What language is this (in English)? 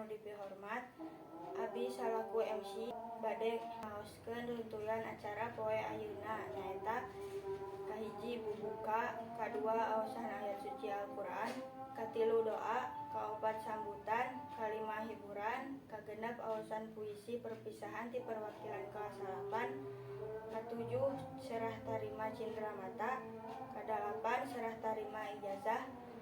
Sundanese